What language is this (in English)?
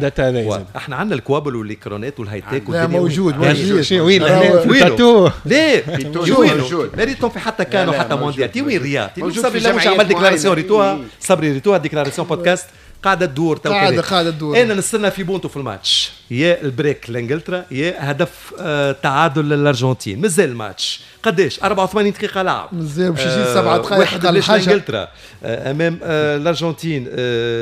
Tunisian Arabic